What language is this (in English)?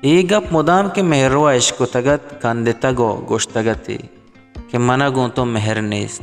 Baluchi